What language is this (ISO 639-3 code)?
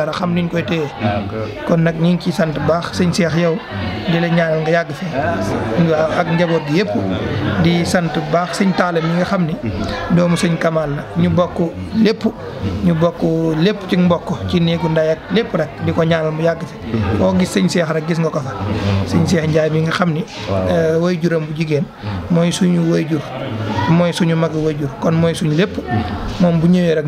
wol